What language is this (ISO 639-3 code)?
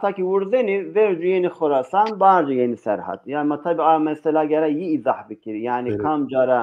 zza